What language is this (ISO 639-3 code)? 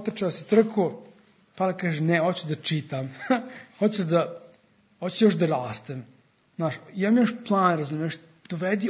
srp